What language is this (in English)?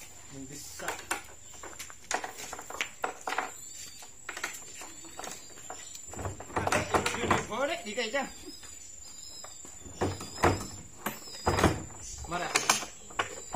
Malay